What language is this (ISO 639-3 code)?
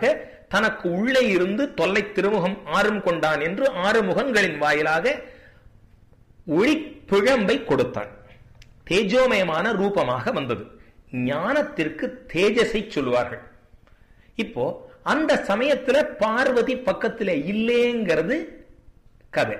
tam